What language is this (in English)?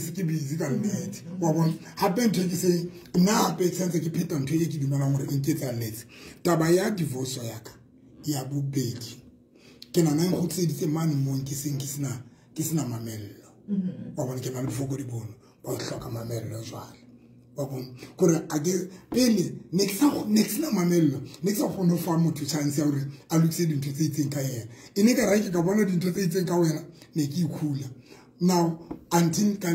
Southern Sotho